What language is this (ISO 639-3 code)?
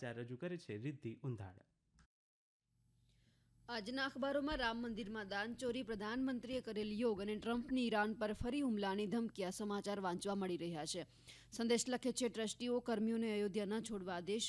guj